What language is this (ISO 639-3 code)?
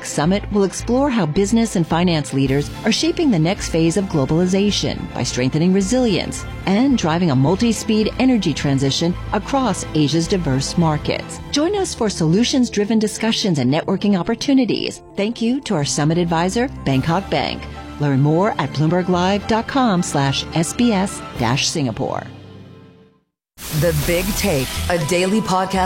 eng